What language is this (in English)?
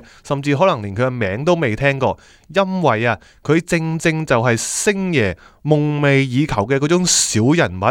Cantonese